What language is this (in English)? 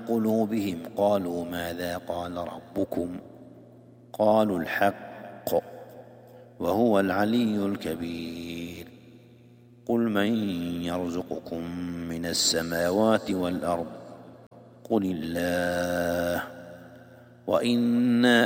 Arabic